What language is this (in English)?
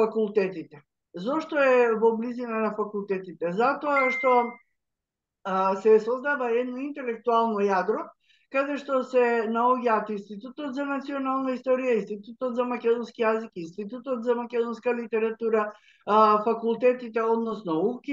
Macedonian